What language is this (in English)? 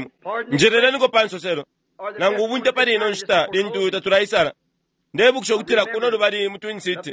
Bemba